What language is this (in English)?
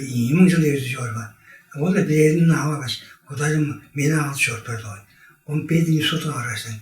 Tuvinian